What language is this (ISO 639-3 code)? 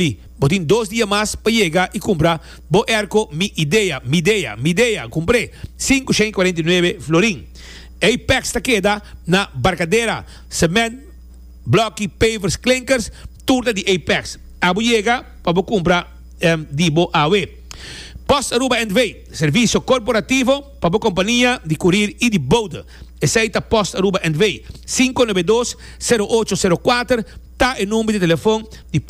pap